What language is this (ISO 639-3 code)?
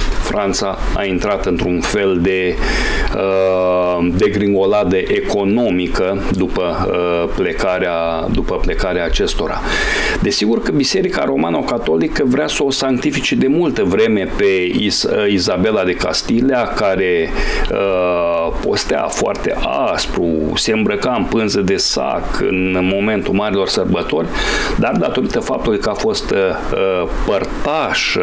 ron